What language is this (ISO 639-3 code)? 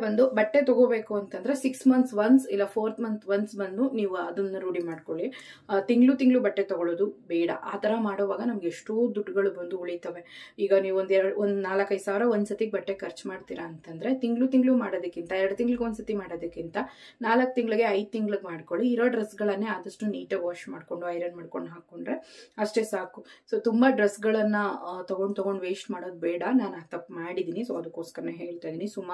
kan